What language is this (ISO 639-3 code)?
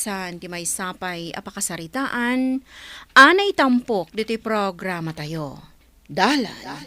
ilo